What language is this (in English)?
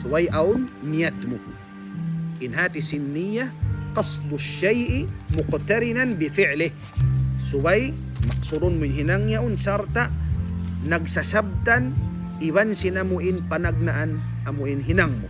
Tausug